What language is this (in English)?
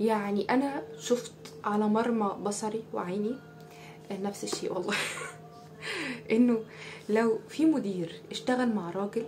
Egyptian Arabic